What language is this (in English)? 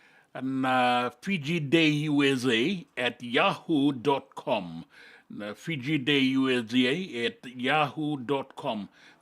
Fijian